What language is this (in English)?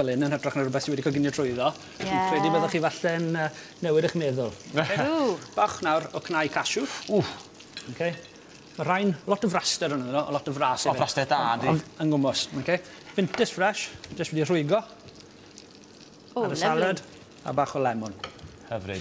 Welsh